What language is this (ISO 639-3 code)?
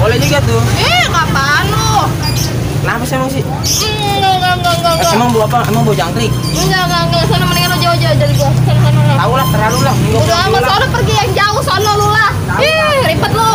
bew